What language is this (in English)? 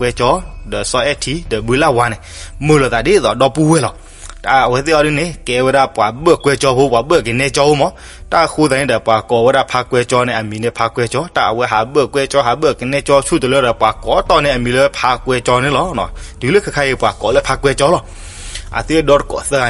S'gaw Karen